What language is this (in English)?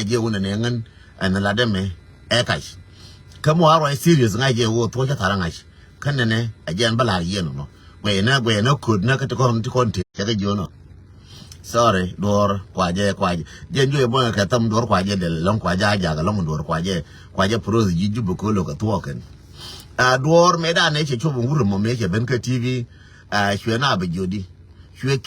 Nuer